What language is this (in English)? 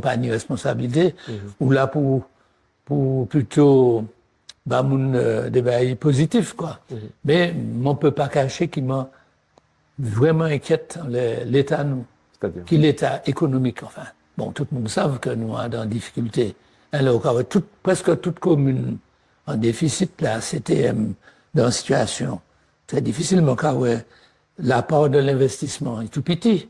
Guadeloupean Creole French